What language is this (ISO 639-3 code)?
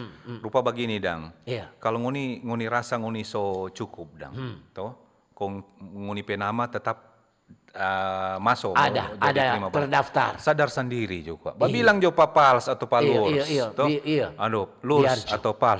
xmm